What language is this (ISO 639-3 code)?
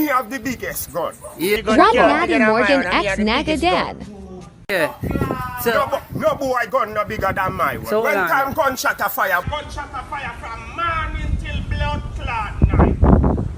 jam